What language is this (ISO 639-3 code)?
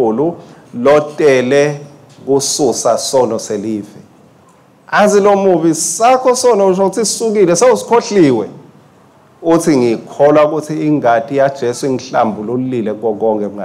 ssw